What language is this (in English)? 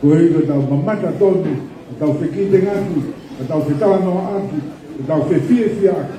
Tongan